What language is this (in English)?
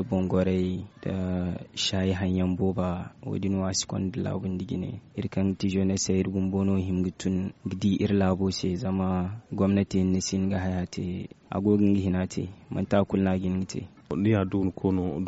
Zarma